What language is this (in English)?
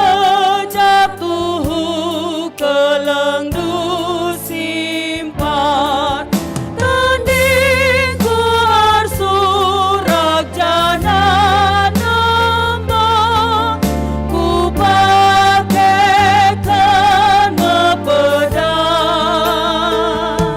Batak Karo